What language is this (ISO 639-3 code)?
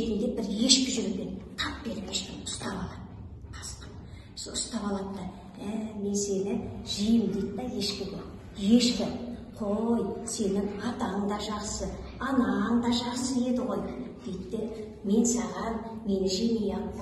kaz